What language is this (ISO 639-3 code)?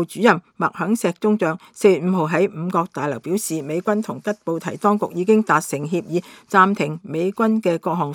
yue